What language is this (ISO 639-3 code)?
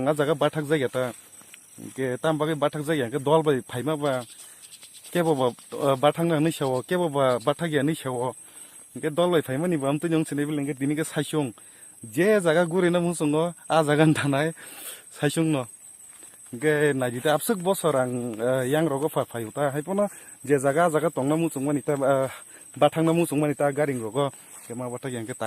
trp